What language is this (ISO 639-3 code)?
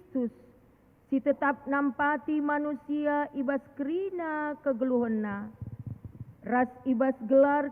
btx